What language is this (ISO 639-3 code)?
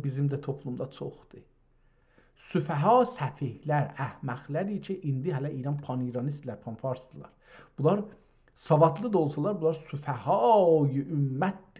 azb